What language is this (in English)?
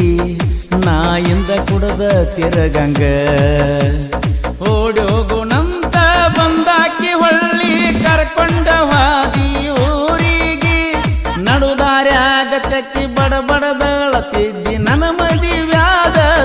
Kannada